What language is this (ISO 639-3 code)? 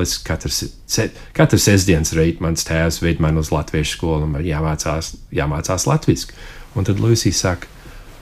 lav